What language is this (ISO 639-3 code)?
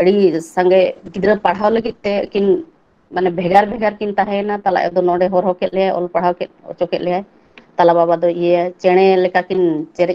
sat